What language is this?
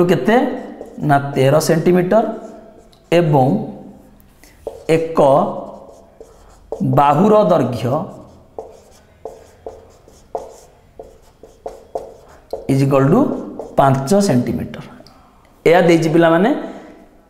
Odia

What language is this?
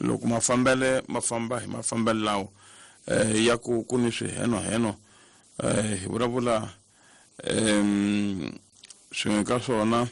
Tsonga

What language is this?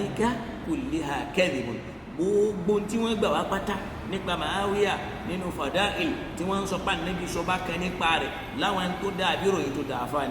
Yoruba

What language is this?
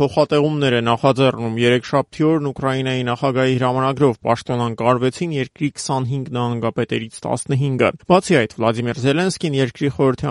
Armenian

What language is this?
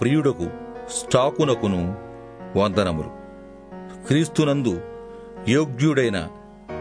Telugu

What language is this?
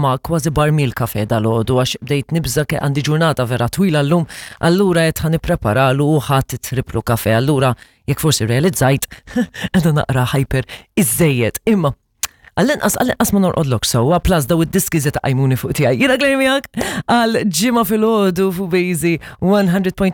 Maltese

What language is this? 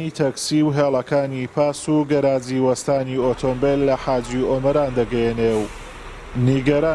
Central Kurdish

